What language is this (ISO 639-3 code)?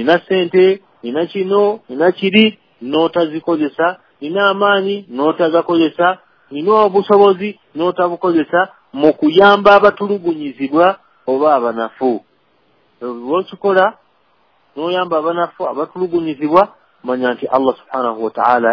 lug